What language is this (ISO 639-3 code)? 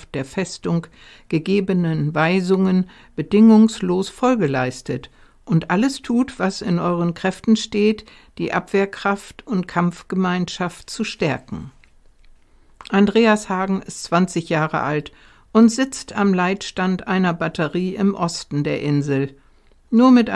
deu